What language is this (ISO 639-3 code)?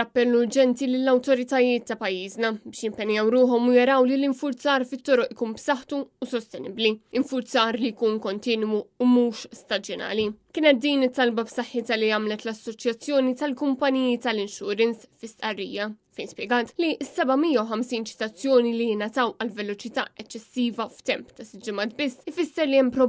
mlt